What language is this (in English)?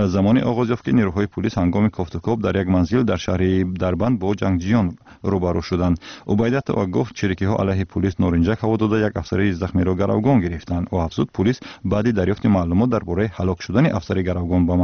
Tajik